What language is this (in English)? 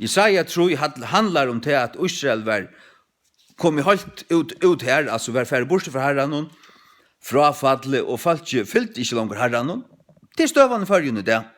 Faroese